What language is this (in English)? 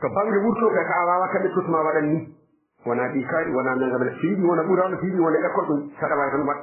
Fula